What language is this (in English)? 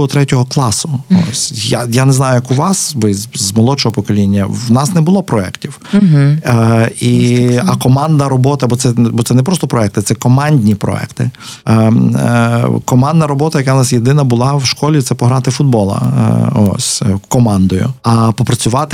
Ukrainian